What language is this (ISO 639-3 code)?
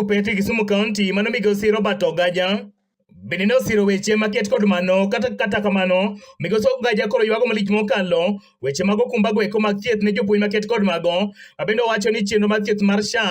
luo